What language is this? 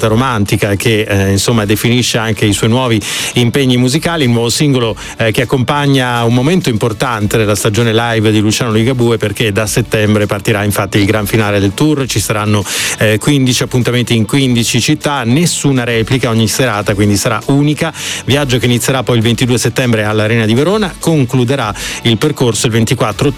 Italian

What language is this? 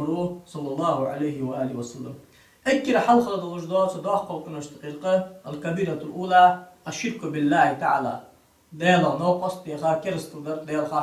Ingush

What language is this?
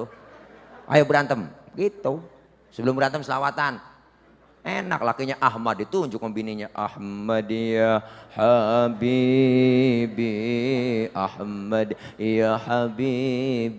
Betawi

